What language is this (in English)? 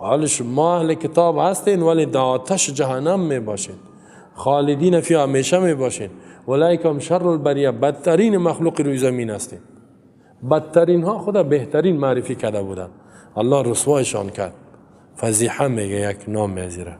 Tajik